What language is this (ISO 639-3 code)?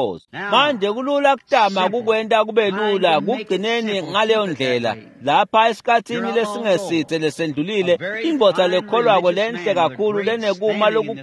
ssw